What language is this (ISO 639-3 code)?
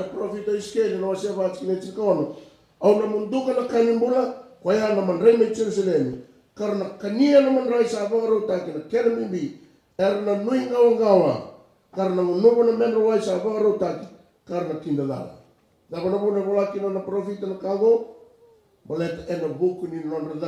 fij